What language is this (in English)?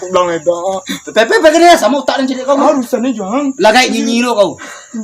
Minangkabau